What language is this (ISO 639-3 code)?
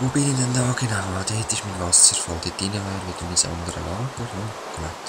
gsw